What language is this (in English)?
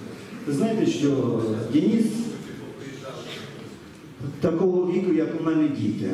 Ukrainian